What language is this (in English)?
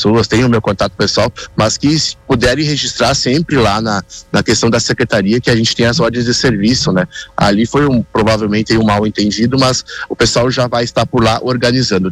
Portuguese